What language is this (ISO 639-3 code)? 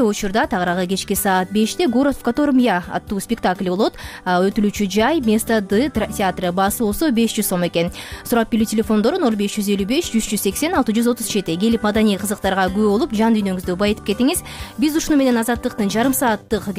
kir